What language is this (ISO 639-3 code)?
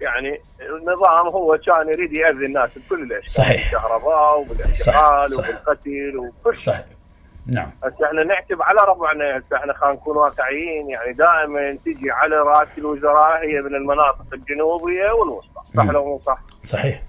acm